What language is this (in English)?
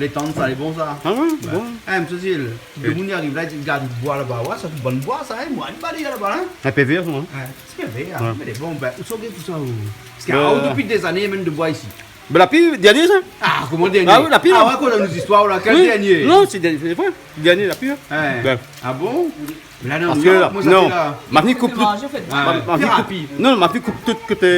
Réunion Creole French